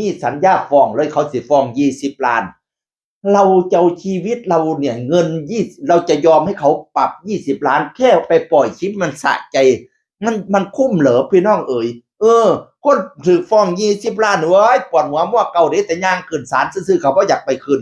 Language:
Northeastern Thai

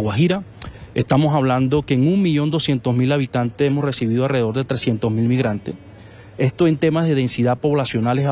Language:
Spanish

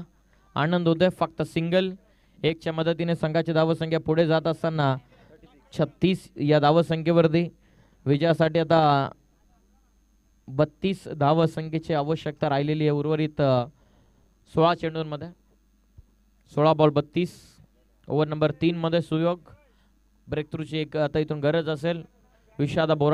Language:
Marathi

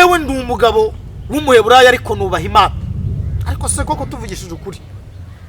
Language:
Kinyarwanda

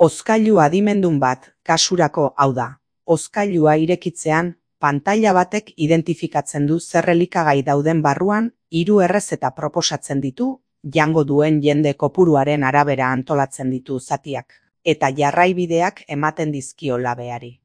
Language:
Basque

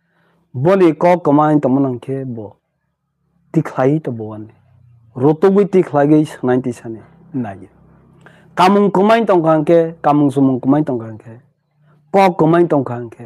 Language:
Kok Borok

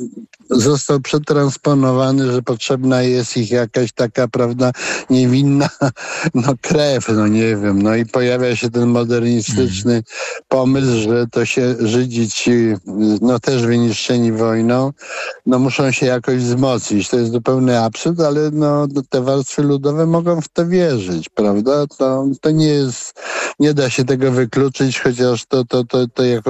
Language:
Polish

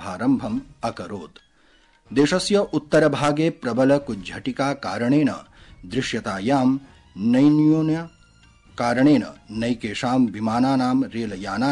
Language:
Sanskrit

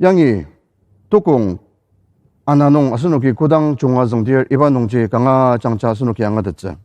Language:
Ao Naga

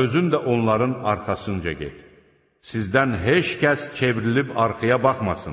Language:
Azerbaijani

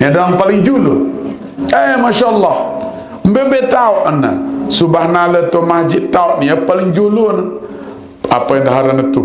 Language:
Sasak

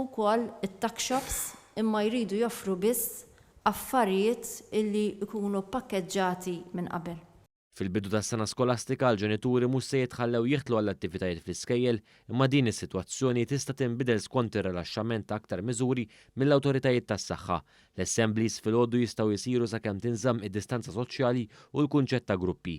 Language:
Maltese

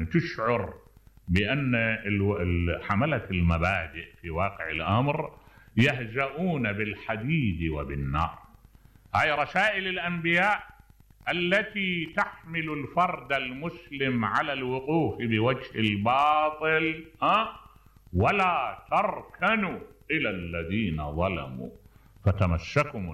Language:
Mesopotamian Arabic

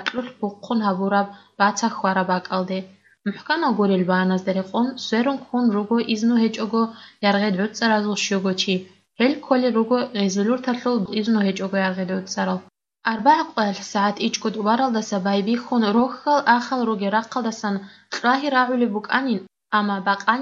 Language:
Avaric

